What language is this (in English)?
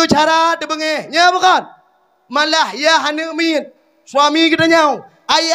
Achinese